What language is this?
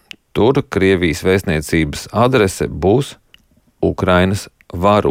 Latvian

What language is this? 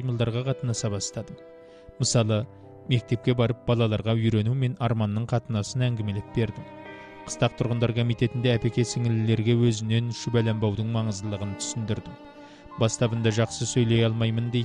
Kazakh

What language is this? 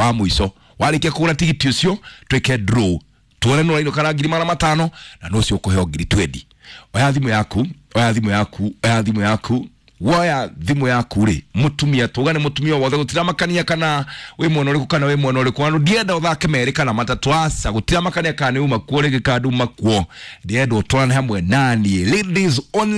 Kikuyu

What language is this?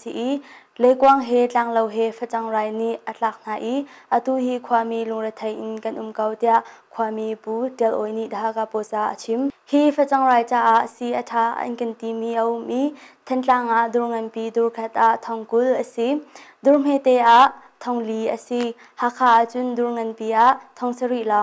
Hakha Chin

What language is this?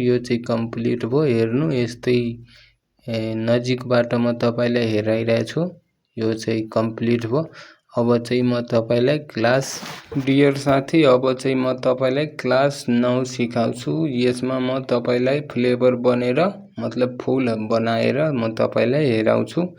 Nepali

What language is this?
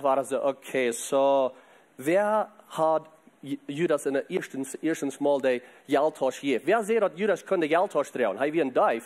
Plautdietsch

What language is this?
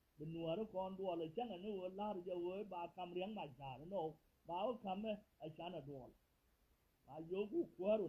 Nuer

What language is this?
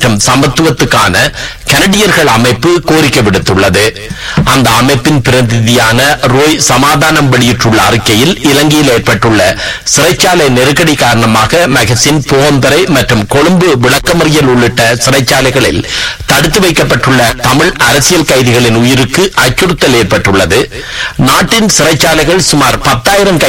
Tamil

